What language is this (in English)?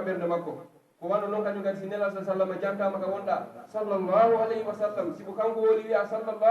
Pular